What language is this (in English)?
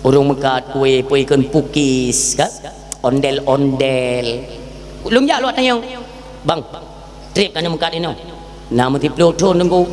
Achinese